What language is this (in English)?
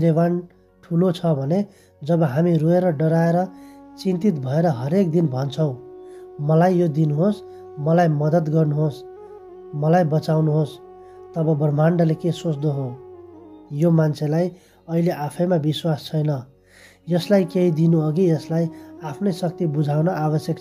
Nepali